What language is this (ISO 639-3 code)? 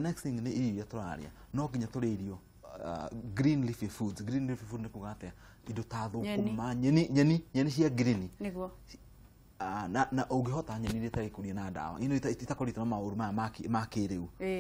kik